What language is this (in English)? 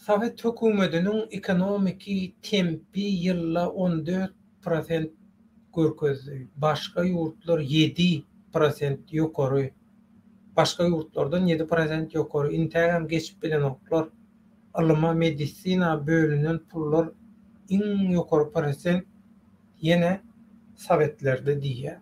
Turkmen